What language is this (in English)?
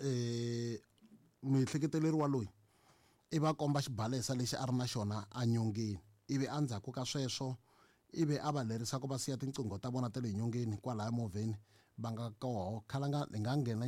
Tsonga